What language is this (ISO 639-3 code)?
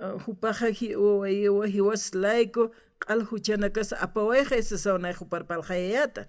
aym